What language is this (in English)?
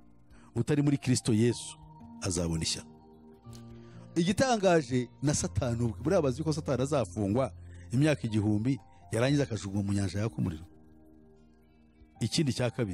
Kinyarwanda